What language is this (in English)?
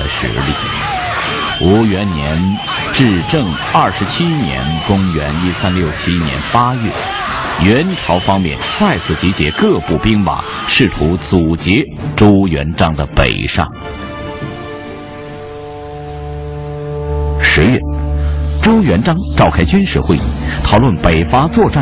Chinese